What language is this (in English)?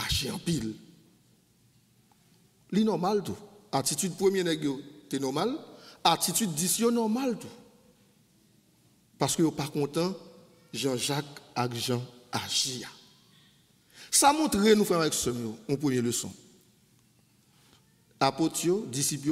French